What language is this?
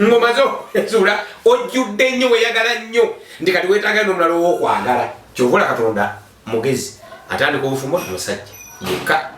Ganda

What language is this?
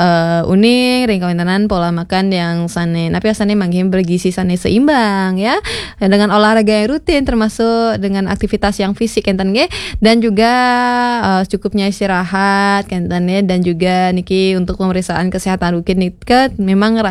Balinese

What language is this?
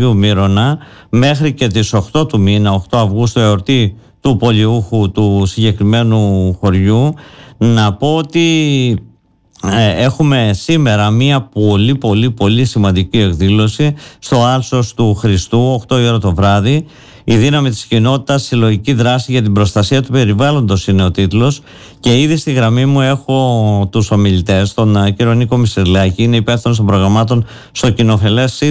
Greek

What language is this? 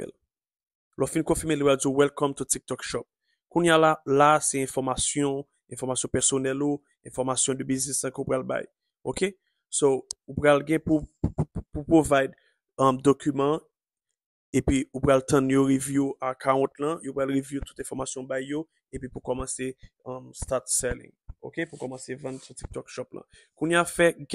Haitian Creole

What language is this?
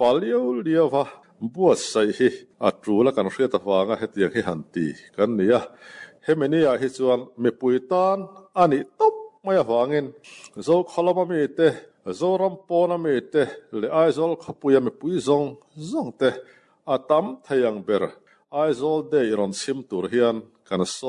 Mizo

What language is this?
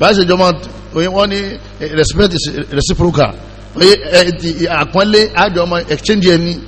Yoruba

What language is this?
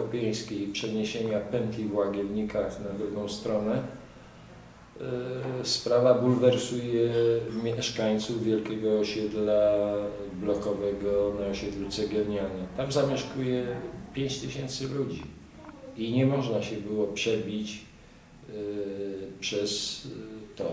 Polish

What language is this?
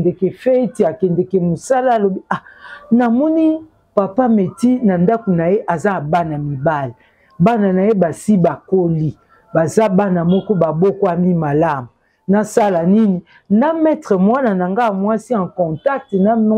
Lingala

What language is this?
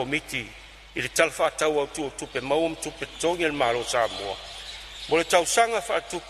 Samoan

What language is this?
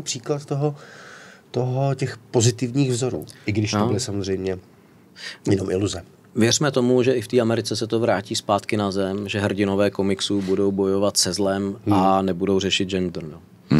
Czech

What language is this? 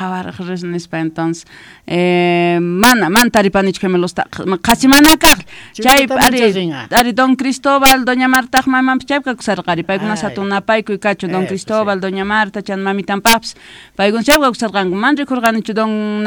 South Bolivian Quechua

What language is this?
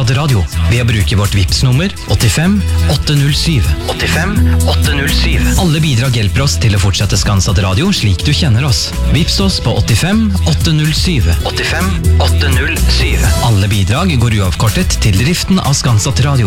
Norwegian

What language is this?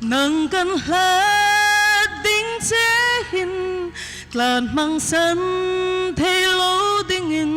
Hmar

